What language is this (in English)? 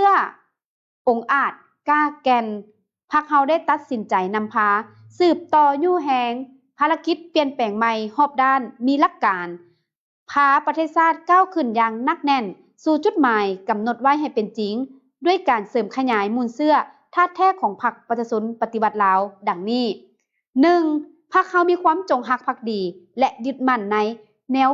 Lao